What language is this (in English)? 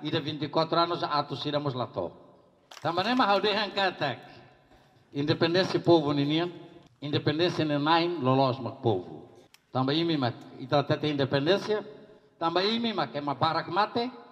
Tetum